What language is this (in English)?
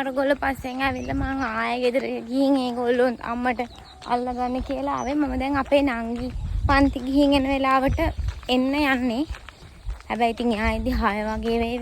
Sinhala